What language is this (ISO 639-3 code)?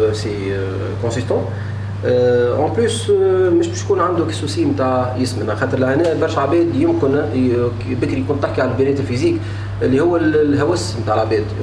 aeb